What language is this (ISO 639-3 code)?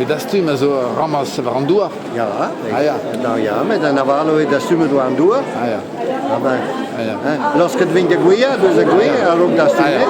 bre